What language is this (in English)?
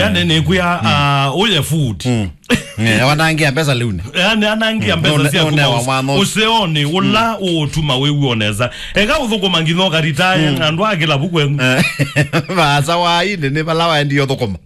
Kamba